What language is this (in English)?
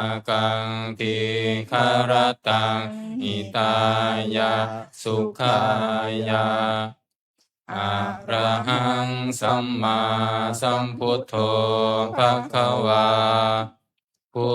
Pali